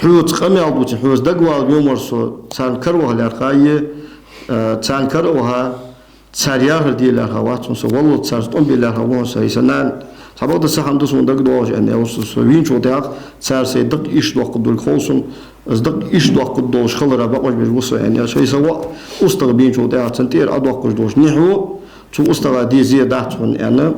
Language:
Ingush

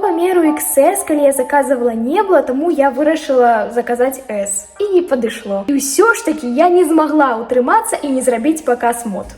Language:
Belarusian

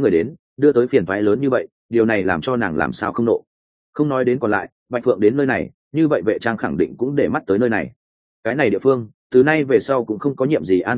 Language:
Vietnamese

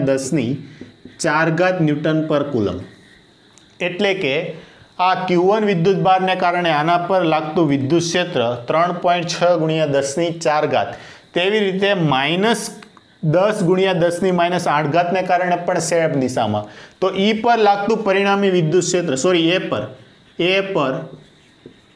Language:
Gujarati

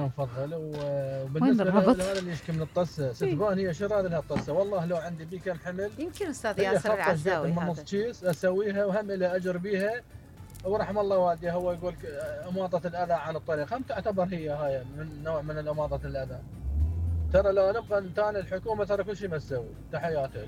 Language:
Mesopotamian Arabic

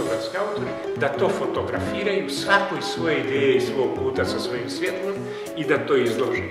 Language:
Croatian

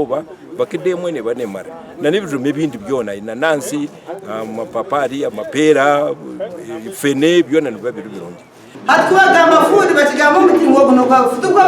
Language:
Nyankole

